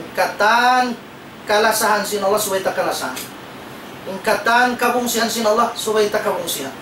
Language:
Tausug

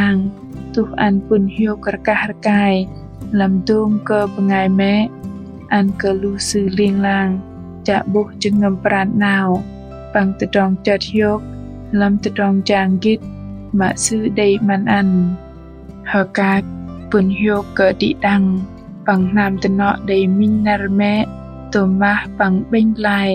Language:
Bahnar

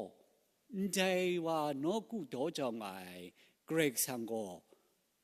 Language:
Kachin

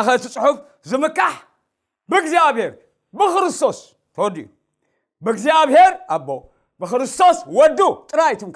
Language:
Tigrinya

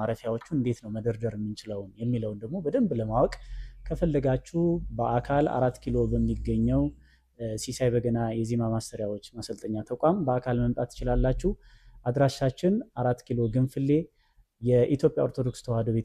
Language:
Amharic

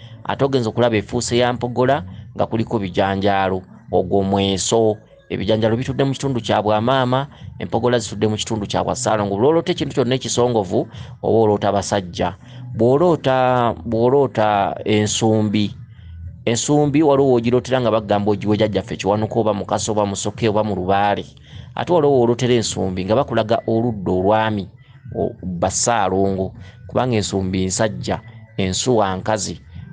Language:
Ganda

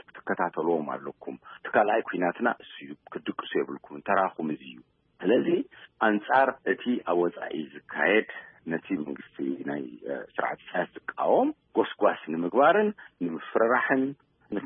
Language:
Tigrinya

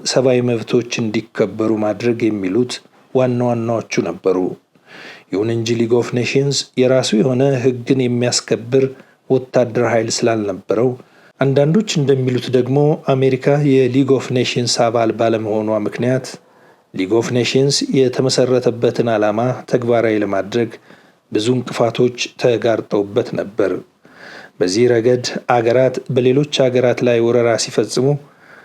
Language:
Amharic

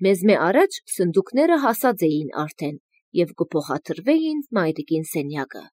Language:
Armenian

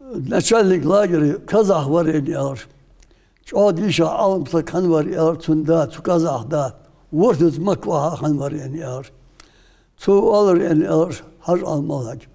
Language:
Ingush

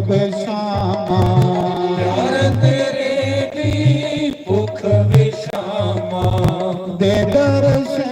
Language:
Dogri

